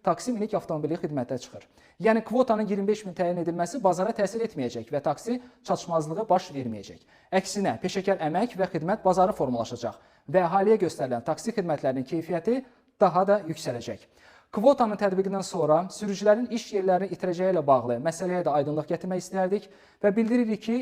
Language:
Azerbaijani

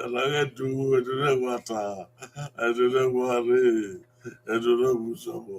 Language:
Bini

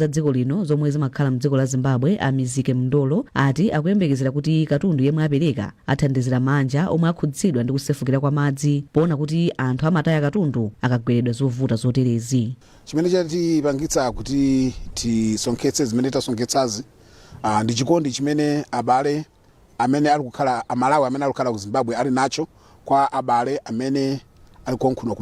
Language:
Nyanja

